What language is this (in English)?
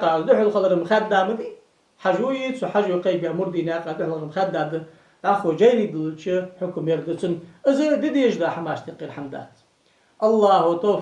Ingush